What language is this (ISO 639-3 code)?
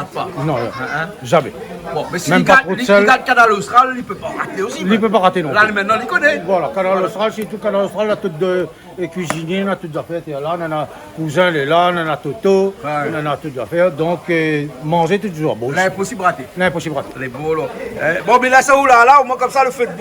rcf